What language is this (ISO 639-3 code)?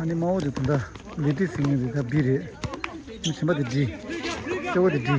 bod